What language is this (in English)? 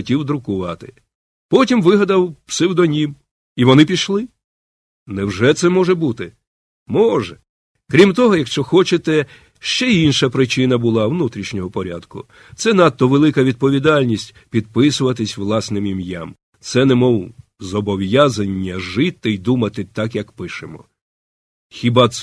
Ukrainian